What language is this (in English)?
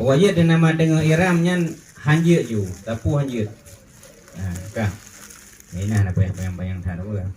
Achinese